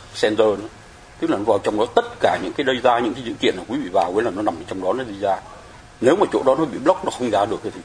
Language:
Vietnamese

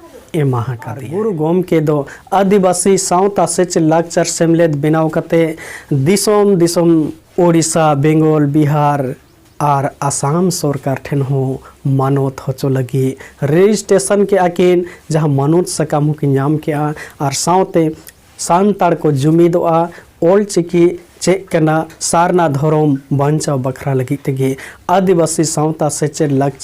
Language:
Santali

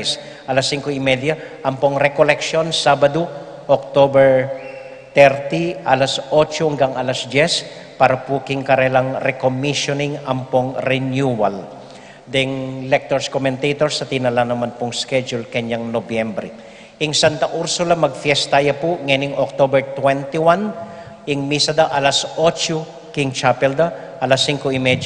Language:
Pampanga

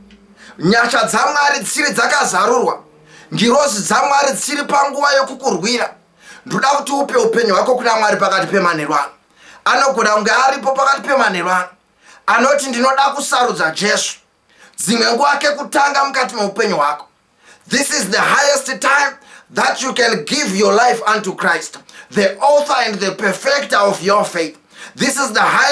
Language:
Shona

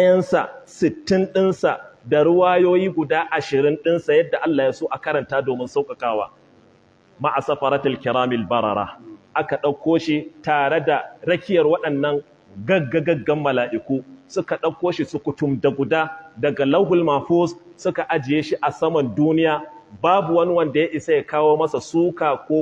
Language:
Hausa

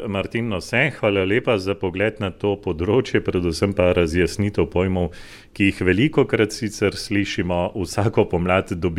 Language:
Slovenian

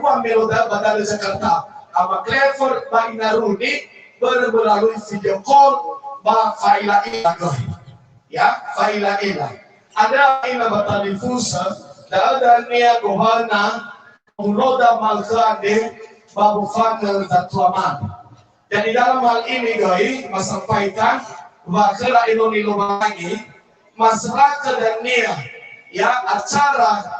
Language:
Nias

